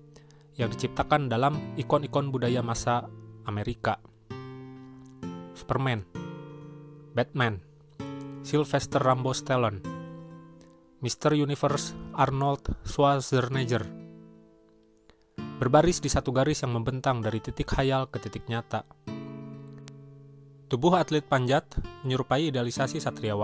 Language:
Indonesian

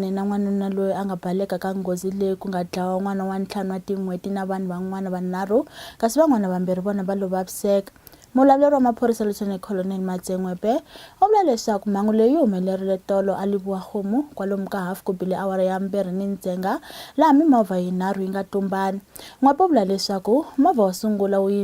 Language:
Tsonga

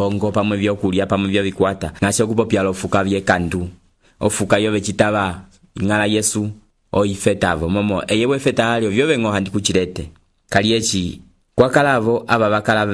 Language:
Umbundu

